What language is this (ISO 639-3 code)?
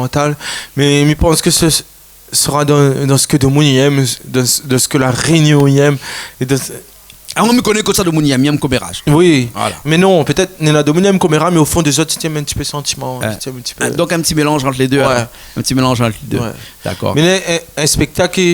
rcf